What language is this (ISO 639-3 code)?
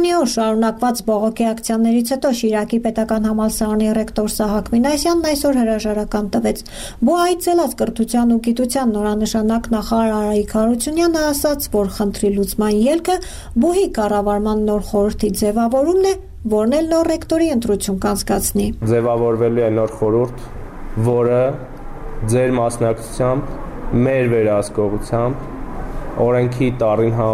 hye